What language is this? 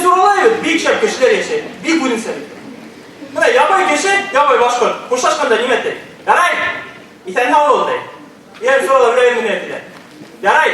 Bashkir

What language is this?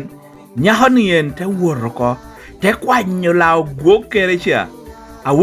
Lango (Uganda)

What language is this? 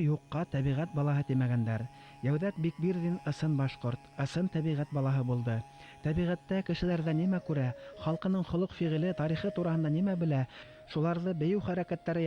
Bashkir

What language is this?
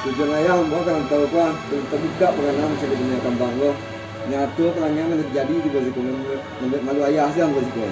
Minangkabau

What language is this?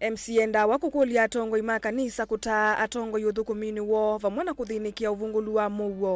Kamba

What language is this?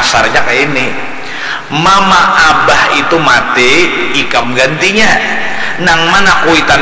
Banjar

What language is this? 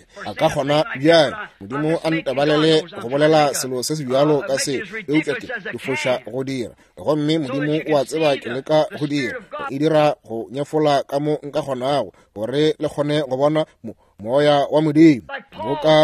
Northern Sotho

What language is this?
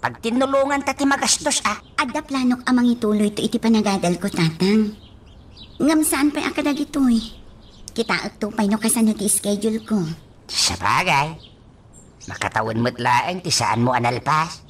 Iloko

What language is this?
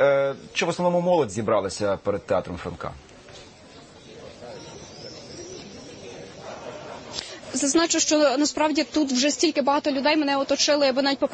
Ukrainian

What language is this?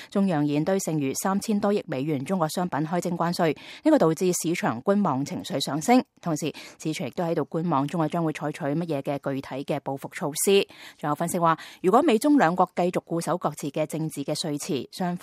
Cantonese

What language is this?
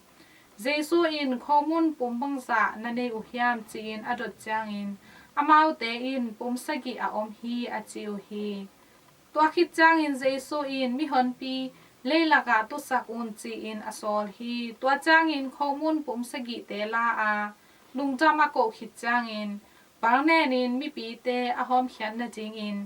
Tedim Chin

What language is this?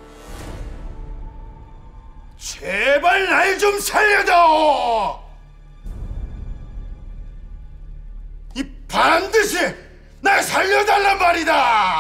Korean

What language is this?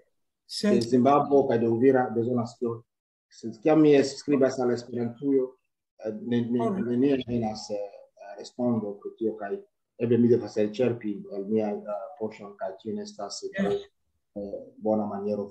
Esperanto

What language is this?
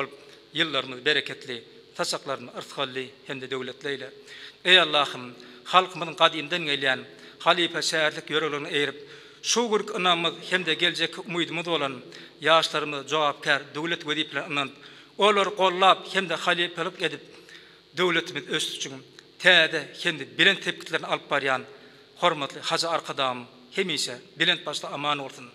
Turkmen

